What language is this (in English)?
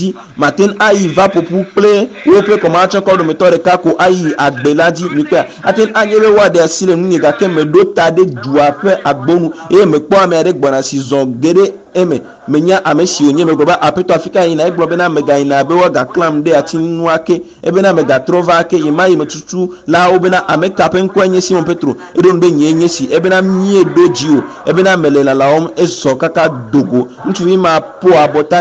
Ewe